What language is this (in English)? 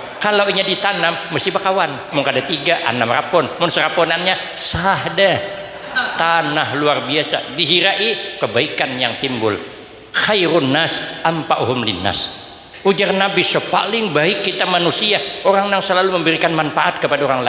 Banjar